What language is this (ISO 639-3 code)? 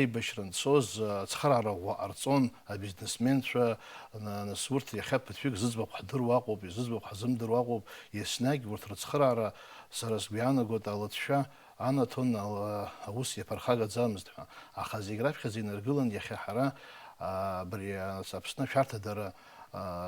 abk